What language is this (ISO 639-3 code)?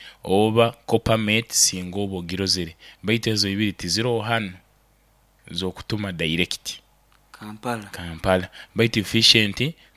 nyo